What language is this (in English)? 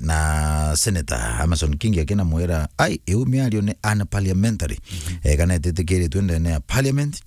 Meru